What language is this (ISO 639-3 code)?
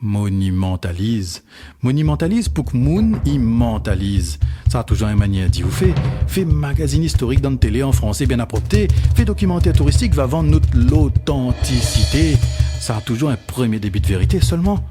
rcf